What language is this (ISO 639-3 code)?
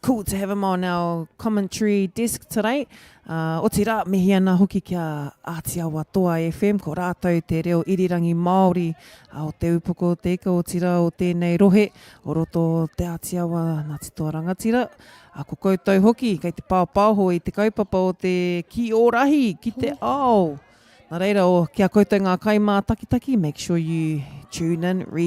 mri